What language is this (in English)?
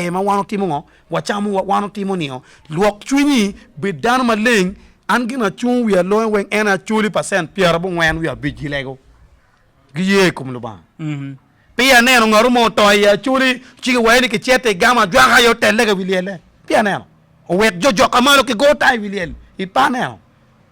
Acoli